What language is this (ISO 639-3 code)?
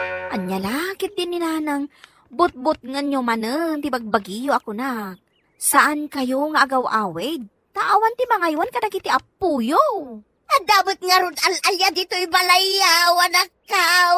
ilo